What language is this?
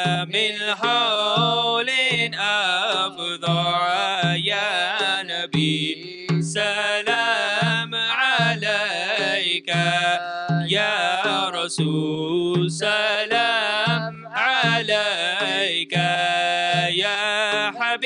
Arabic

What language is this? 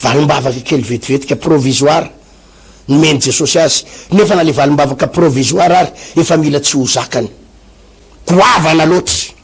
Malagasy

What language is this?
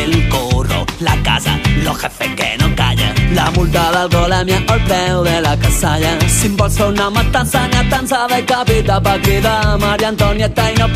Catalan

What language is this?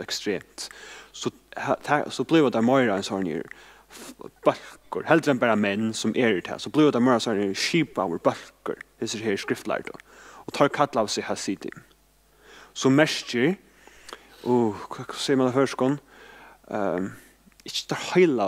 Faroese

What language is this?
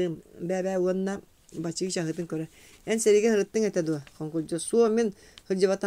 Yakut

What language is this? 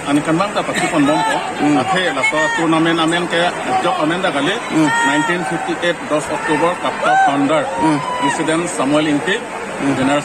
Karbi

